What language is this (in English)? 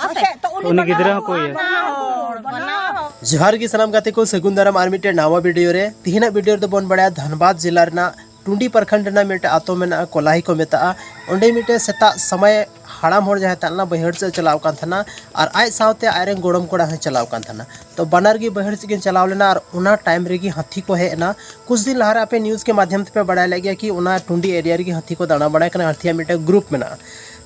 Santali